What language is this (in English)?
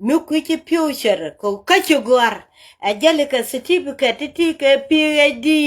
Nuer